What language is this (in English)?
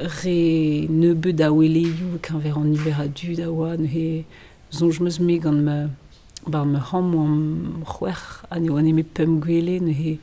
Breton